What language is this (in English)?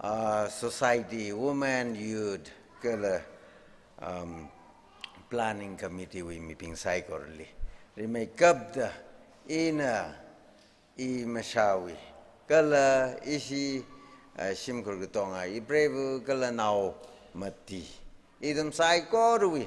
Tangkhul Naga (India)